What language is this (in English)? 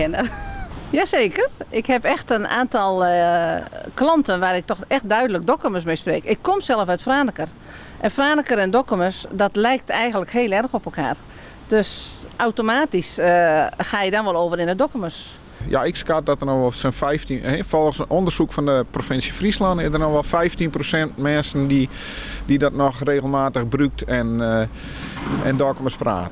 Western Frisian